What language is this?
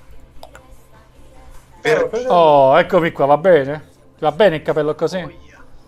Italian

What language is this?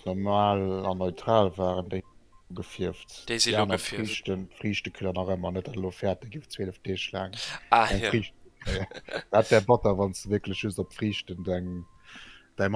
Luxembourgish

